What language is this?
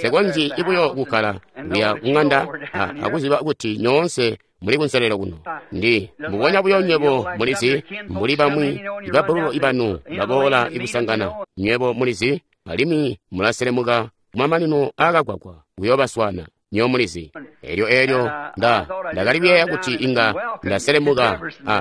Tonga (Zambia)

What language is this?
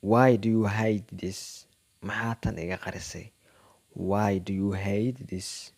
Somali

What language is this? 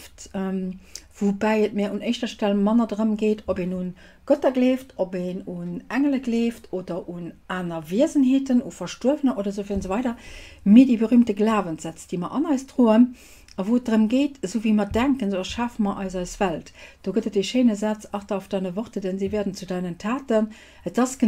Luxembourgish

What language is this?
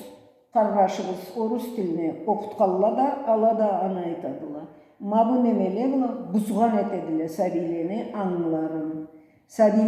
Karachay-Balkar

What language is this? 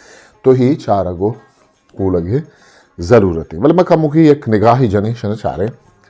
Eastern Balochi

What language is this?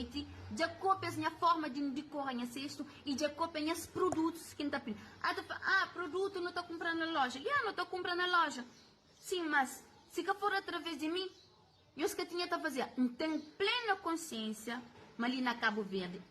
Kabuverdianu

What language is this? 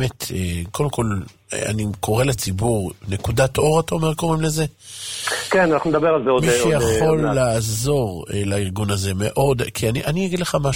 Hebrew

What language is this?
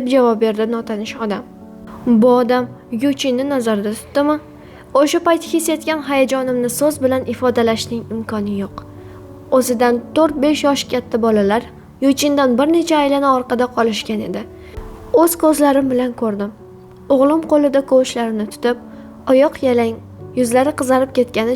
Uzbek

